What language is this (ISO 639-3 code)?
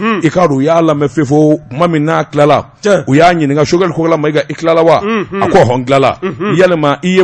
bam